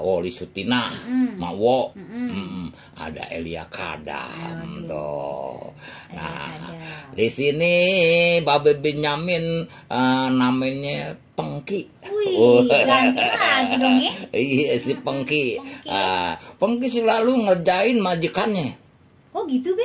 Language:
Betawi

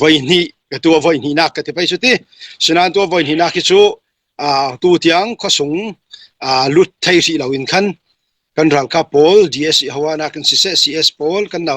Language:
Falam Chin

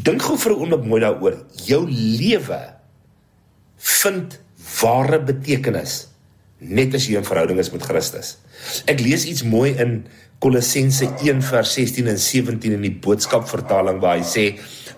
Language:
Afrikaans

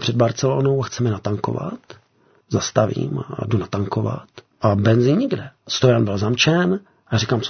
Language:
Czech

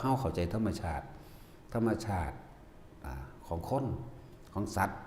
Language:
Northeastern Thai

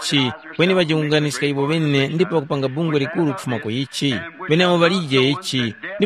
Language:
Tumbuka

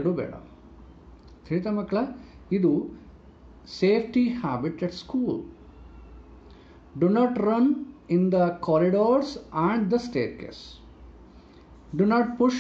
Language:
Kannada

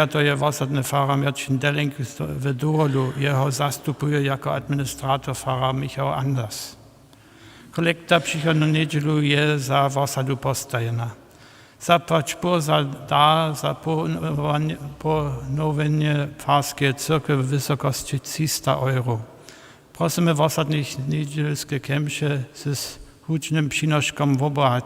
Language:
Upper Sorbian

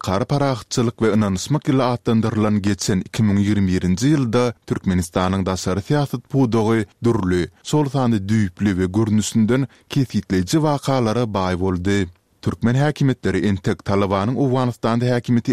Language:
Turkmen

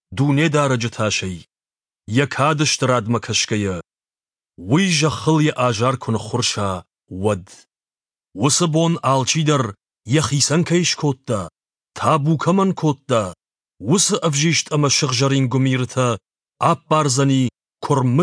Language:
Ossetic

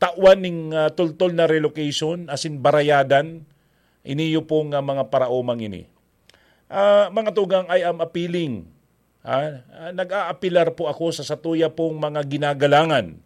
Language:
Bikol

